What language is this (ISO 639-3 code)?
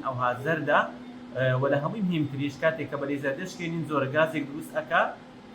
ckb